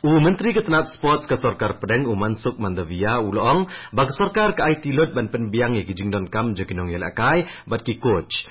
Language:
Khasi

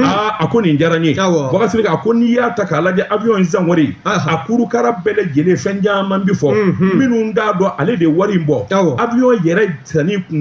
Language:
Bambara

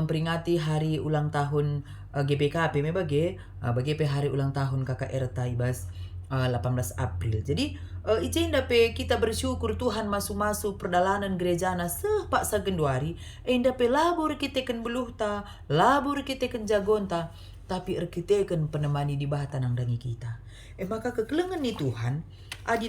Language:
Batak Karo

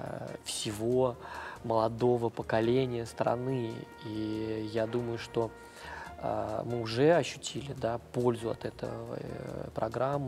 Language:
Russian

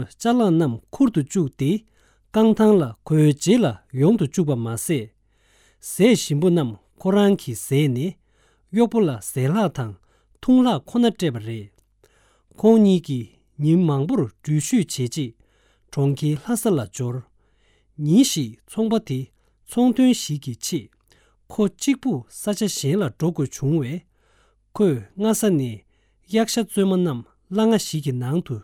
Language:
Tibetan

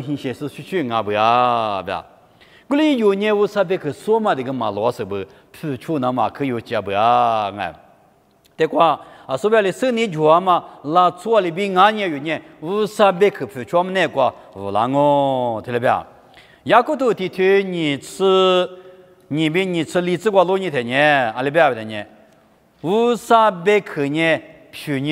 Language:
Lisu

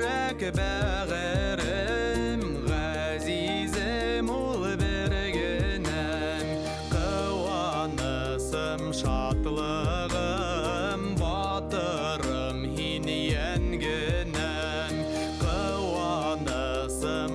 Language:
Bashkir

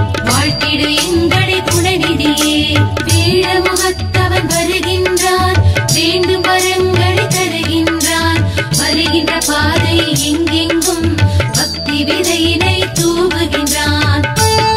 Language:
Tamil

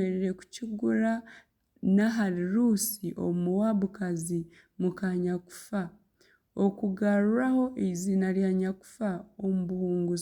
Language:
Nyankole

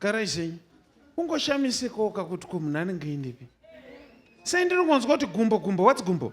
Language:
Shona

